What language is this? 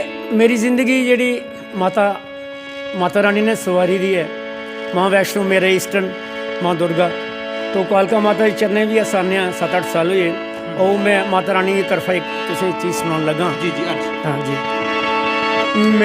Dogri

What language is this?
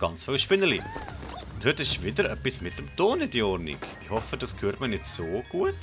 Swiss German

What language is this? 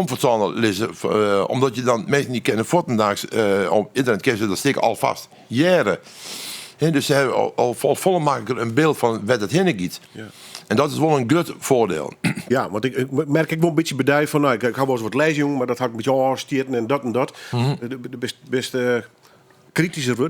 Western Frisian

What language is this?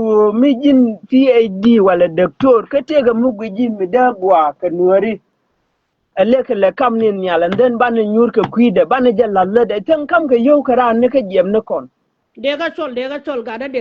Nuer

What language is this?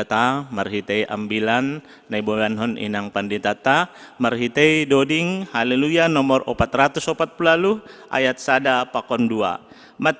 Batak Simalungun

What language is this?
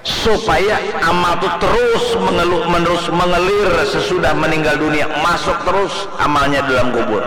Banjar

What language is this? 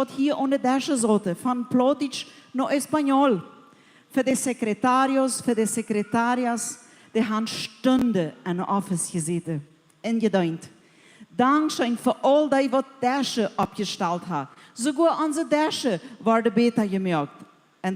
Plautdietsch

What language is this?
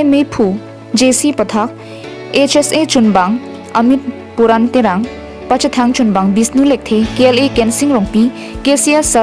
Karbi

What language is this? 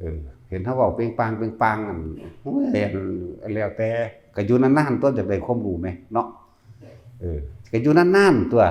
Northeastern Thai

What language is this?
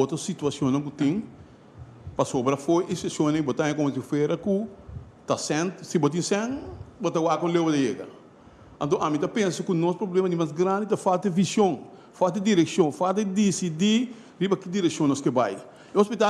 Papiamento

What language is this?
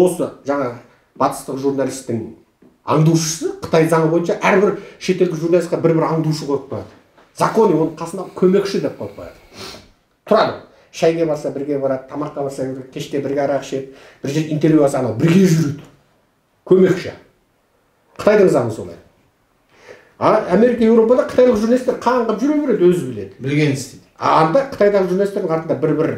Kazakh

